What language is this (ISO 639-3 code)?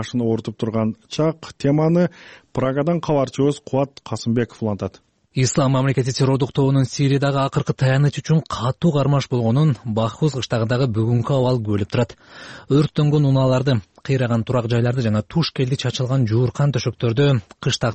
kir